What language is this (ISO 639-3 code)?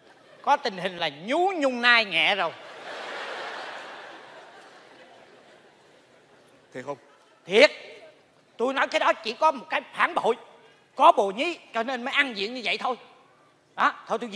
vie